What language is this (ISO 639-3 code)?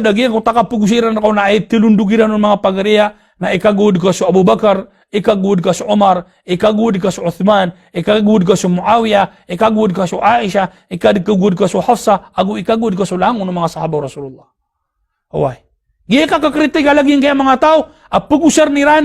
mrw